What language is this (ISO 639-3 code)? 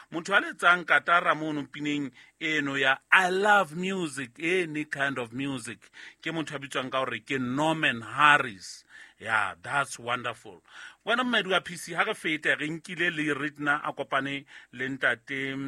sot